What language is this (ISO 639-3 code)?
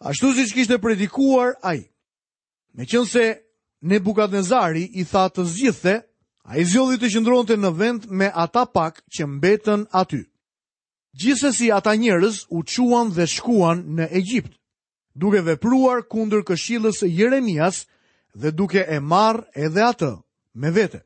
sqi